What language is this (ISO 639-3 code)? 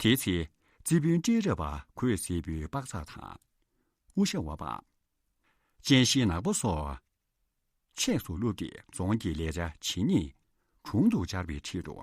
bod